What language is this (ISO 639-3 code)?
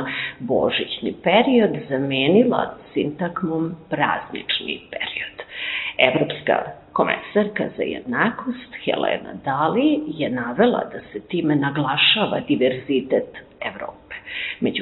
srp